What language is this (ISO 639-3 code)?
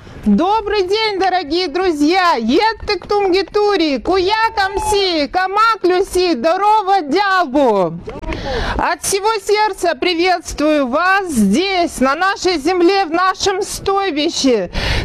rus